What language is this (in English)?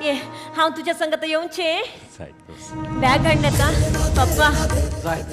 Konkani